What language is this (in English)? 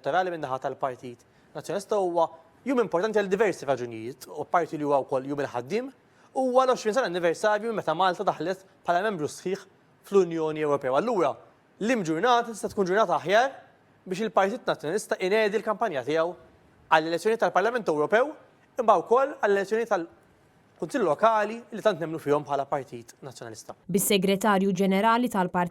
Maltese